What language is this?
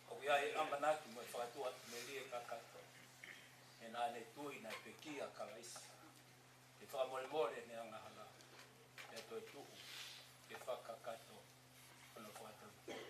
Tongan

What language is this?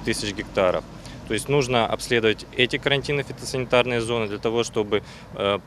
Crimean Tatar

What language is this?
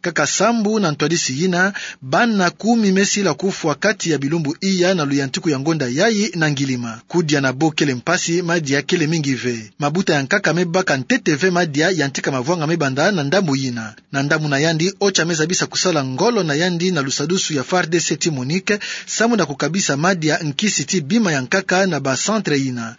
Kituba (Democratic Republic of Congo)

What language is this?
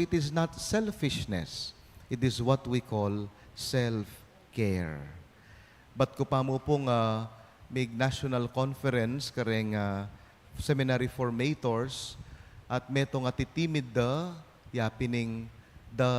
Pampanga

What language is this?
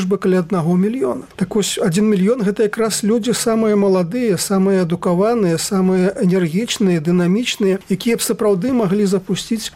Belarusian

